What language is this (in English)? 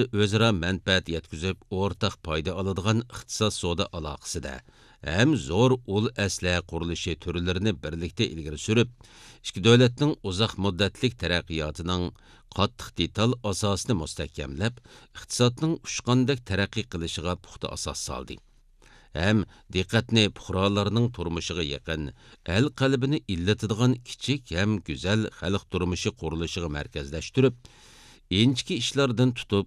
Uyghur